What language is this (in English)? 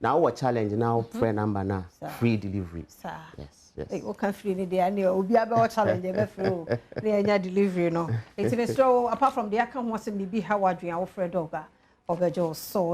Akan